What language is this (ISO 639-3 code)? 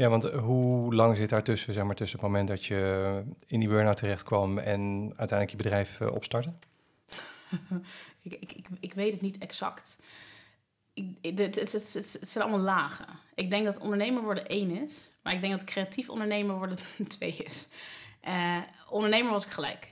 nld